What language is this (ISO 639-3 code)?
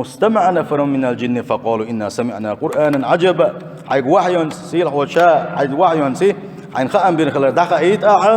che